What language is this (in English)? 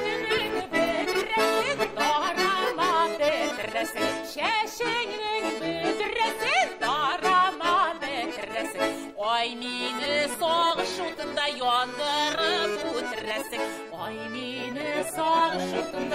Tatar